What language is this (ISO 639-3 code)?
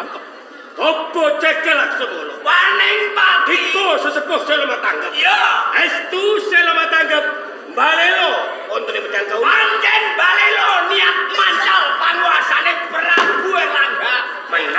jav